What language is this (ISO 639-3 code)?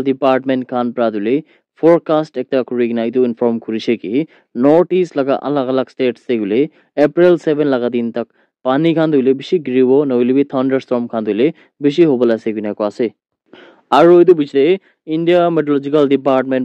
nag